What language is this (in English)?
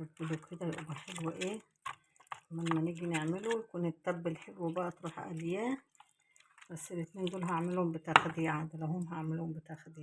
Egyptian Arabic